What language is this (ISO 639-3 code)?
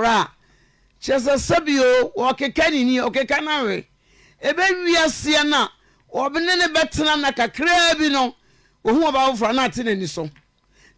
aka